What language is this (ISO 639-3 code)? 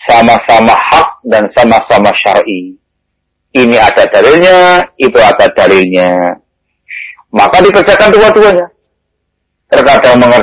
ind